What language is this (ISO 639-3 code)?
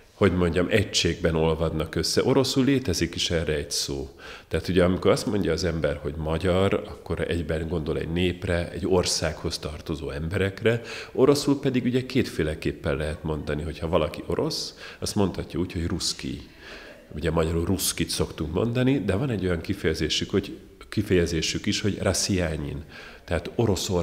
hun